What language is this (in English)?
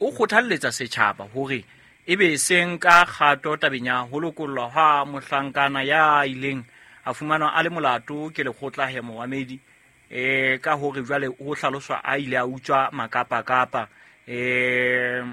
Southern Sotho